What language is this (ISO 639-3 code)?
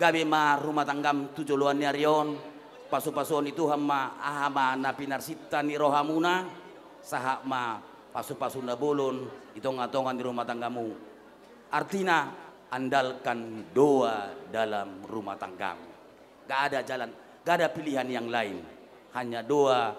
bbc